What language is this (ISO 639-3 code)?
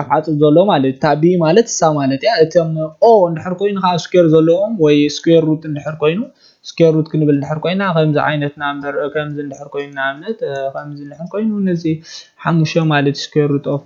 tir